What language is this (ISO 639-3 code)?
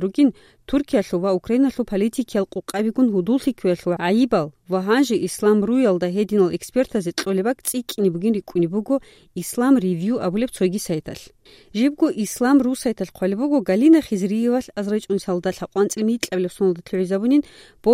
ava